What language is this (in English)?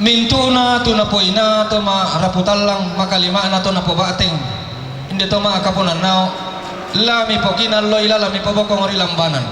Toraja-Sa'dan